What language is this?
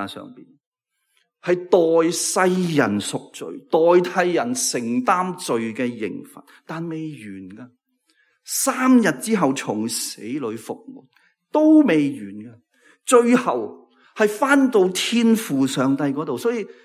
Cantonese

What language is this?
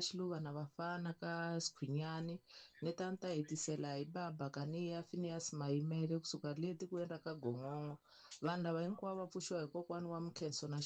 Tsonga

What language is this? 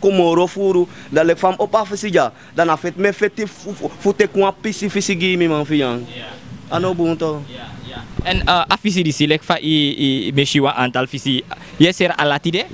Sranan Tongo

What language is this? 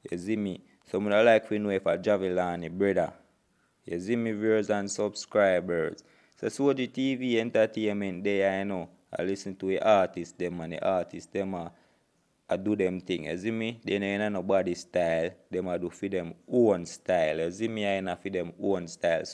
Jamaican Creole English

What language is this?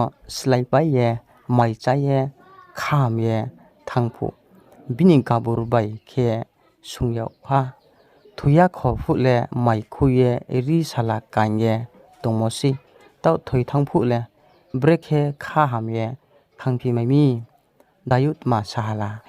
Riang (India)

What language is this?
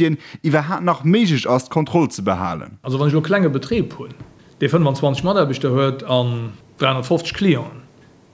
Luxembourgish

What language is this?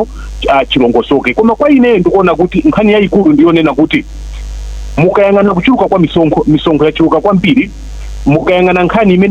Nyanja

